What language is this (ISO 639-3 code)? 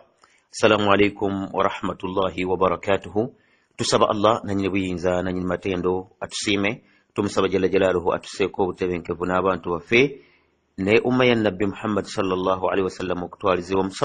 lug